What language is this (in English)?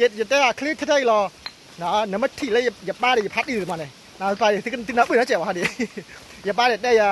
S'gaw Karen